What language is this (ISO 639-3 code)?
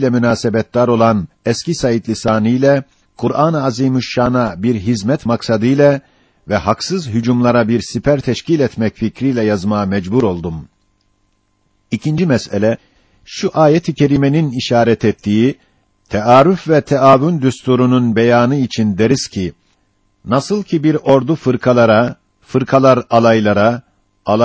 tur